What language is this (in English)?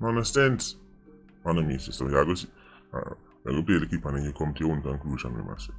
Jamaican Creole English